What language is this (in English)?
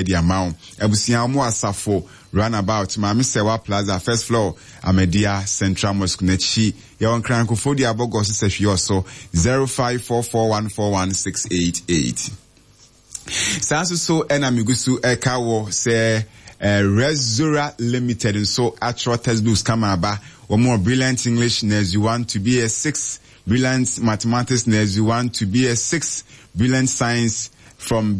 Akan